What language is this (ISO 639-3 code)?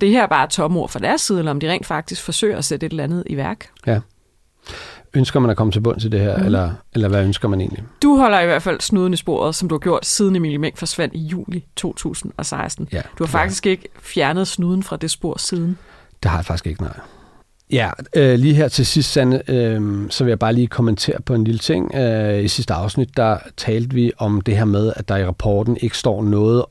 dan